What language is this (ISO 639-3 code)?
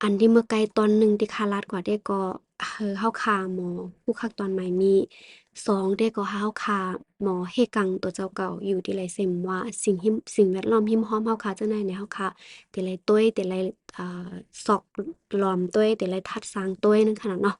shn